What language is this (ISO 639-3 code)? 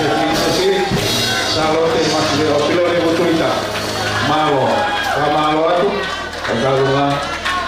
ton